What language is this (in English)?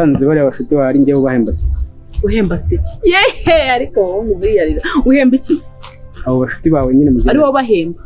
Kinyarwanda